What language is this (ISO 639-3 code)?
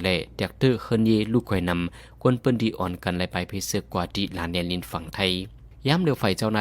shn